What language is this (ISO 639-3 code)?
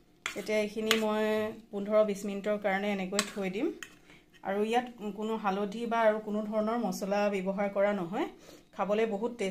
asm